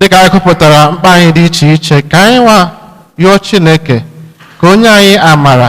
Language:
Igbo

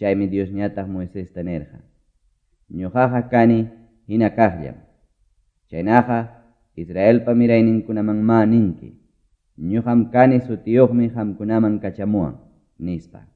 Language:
Quechua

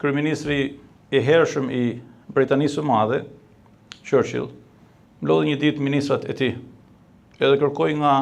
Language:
Albanian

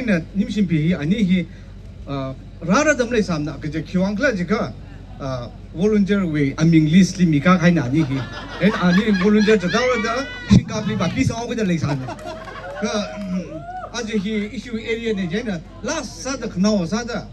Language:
Tangkhul Naga (India)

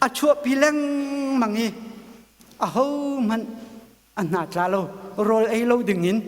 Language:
Hakha Chin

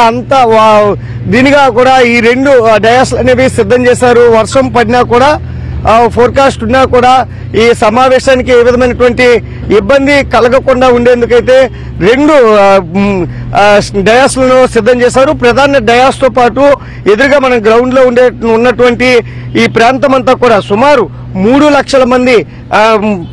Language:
Telugu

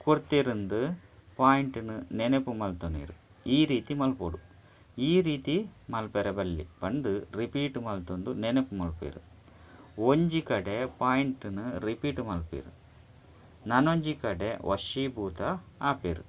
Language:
Tulu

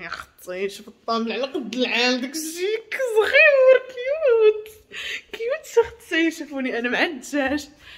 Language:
Moroccan Arabic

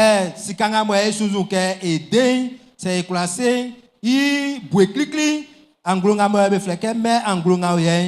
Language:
Baoulé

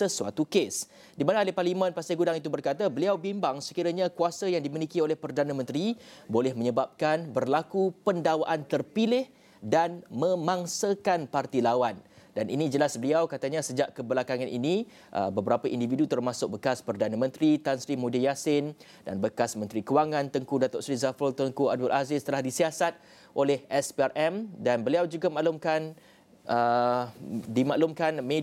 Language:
Malay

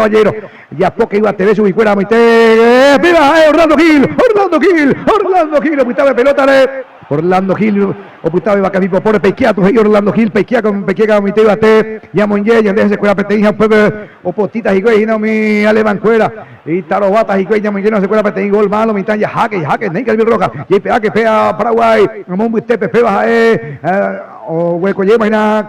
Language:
Guarani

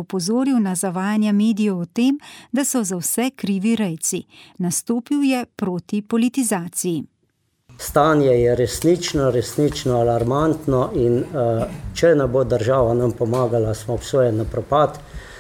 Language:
Slovenian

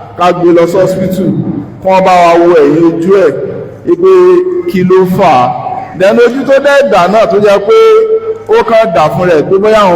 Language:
Yoruba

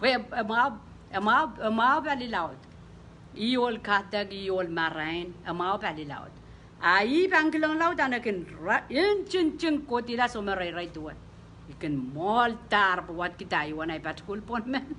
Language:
Pohnpeian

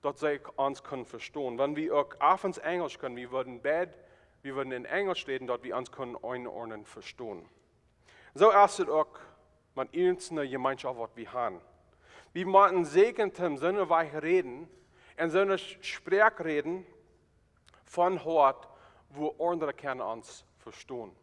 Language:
Plautdietsch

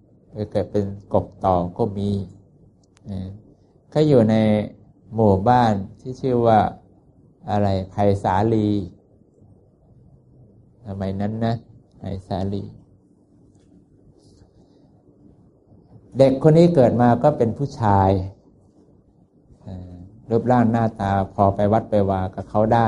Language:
Thai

